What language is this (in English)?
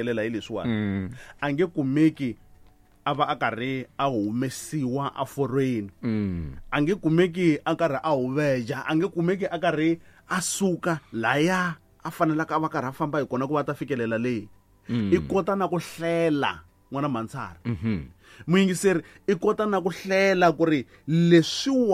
Tsonga